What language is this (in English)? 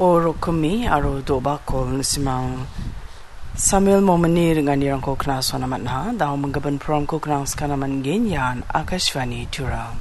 Garo